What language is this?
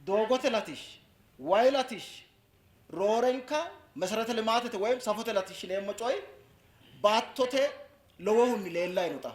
Sidamo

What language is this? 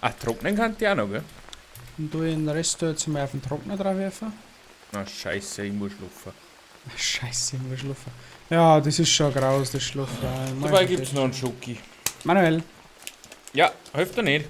Bavarian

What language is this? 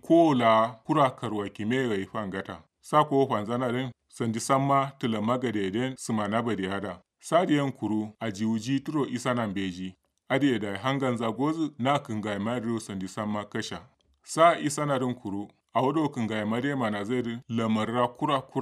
Kanuri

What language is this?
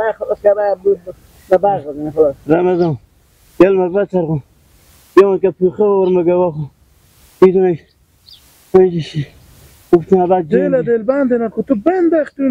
Hazaragi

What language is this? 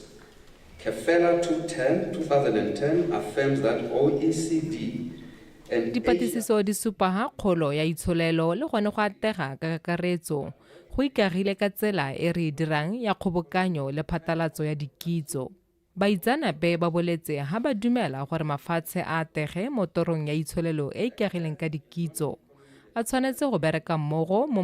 Tswana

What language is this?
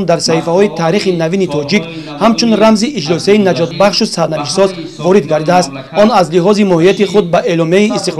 Tajik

